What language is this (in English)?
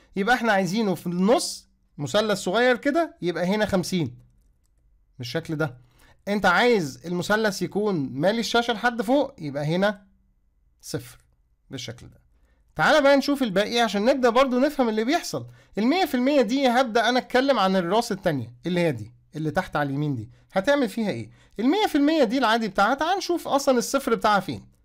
Egyptian Arabic